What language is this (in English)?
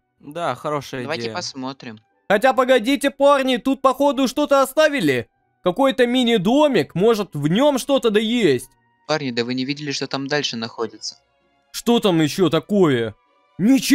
Russian